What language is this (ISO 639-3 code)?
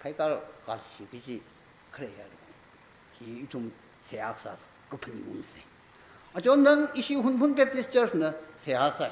nmf